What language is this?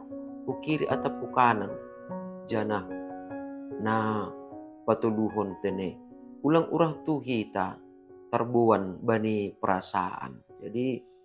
Batak Simalungun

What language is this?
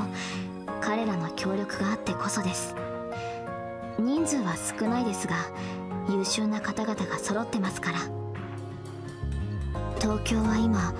Japanese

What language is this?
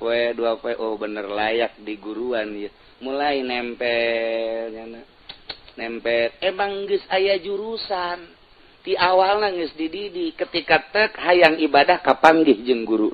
Sundanese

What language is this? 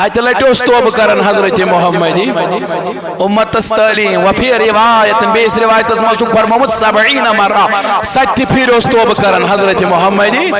Kashmiri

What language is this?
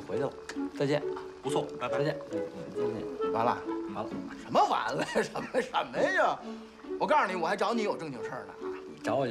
Chinese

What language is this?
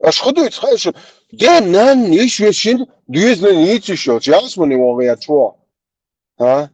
Chechen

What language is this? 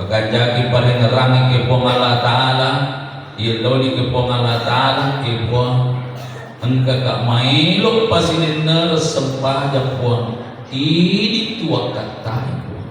Buginese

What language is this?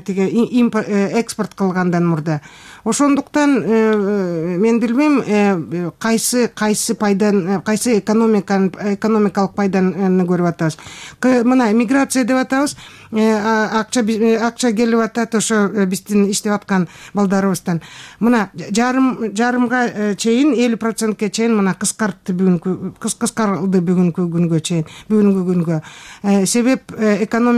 Kyrgyz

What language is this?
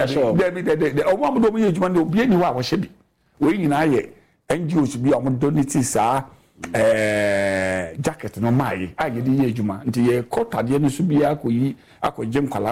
Akan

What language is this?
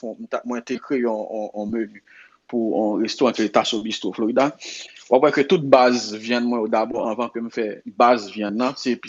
Haitian Creole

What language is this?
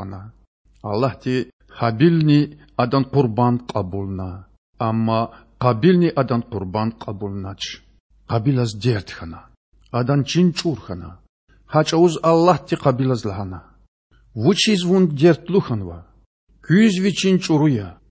Lezghian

